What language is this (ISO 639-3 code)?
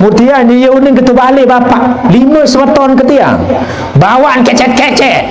sas